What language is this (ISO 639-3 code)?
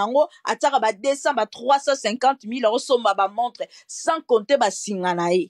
lin